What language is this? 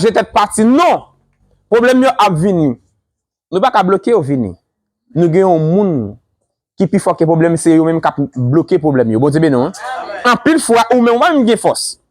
Haitian Creole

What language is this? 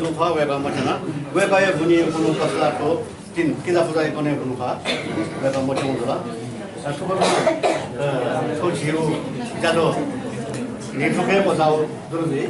Newari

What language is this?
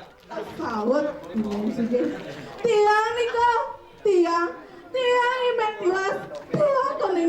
Balinese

